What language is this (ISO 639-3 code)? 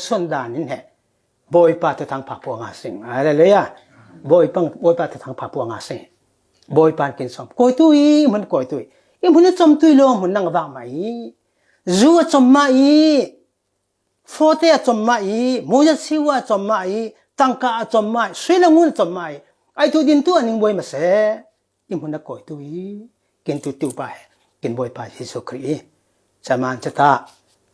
cfm